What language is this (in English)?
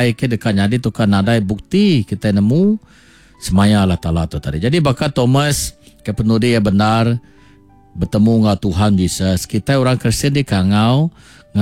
Iban